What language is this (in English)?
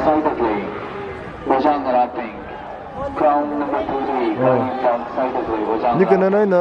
Tangkhul Naga (India)